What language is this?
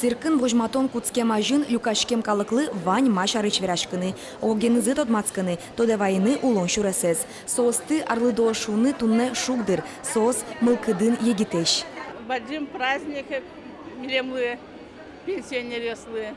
Udmurt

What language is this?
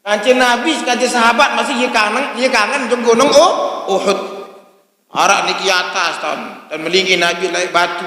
Sasak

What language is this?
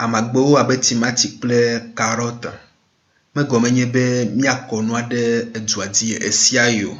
Ewe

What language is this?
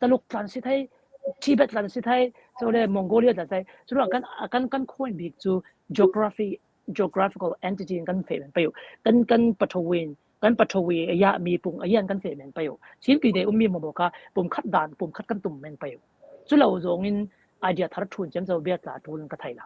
Falam Chin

